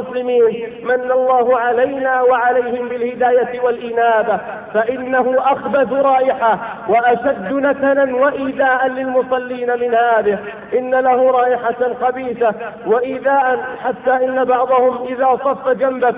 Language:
Arabic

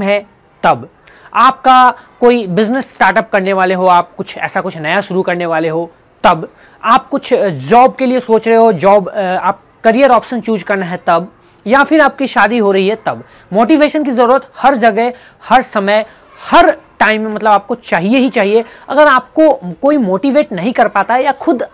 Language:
Hindi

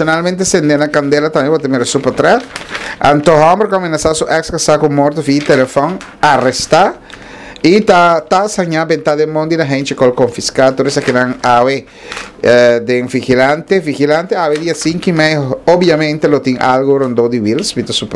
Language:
Papiamento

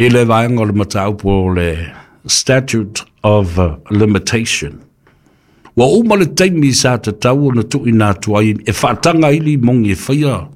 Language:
Samoan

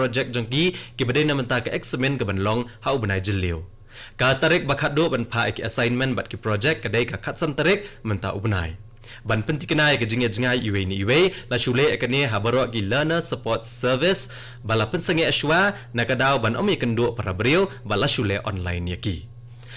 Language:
Khasi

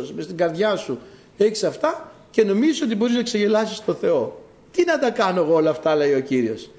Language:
Greek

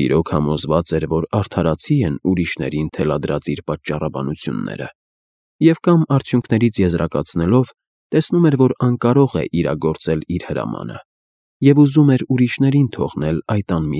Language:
Armenian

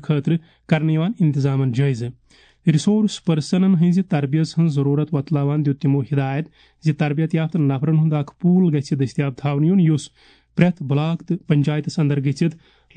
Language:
Kashmiri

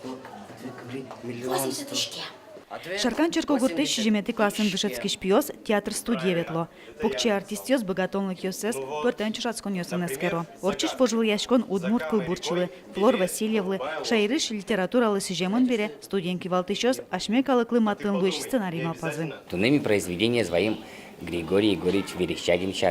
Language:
Udmurt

